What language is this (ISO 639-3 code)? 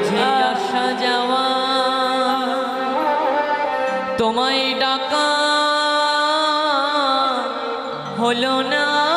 ben